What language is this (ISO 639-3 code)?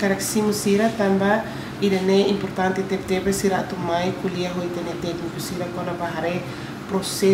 tet